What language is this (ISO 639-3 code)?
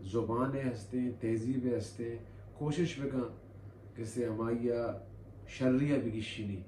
bal